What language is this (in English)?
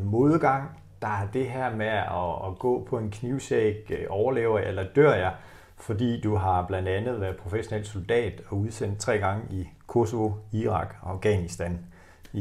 Danish